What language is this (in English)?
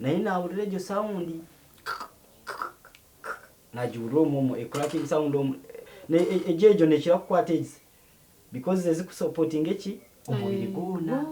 Nyankole